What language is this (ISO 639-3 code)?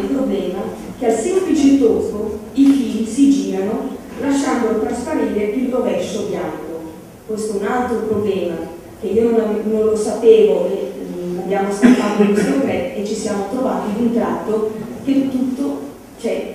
ita